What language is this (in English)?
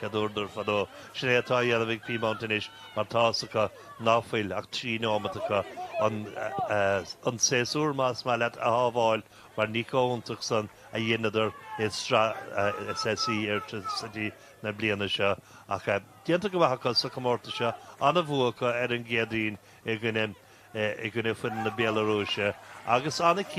Irish